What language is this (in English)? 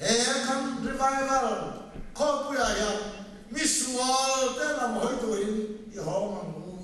Mizo